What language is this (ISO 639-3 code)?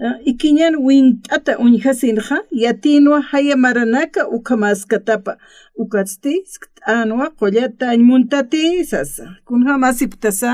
aym